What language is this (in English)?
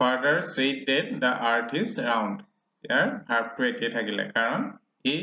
Assamese